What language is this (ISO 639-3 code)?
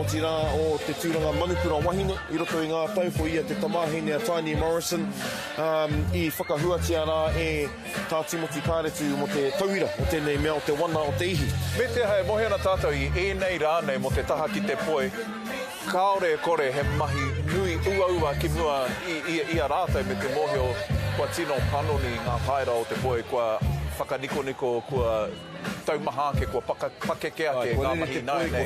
mri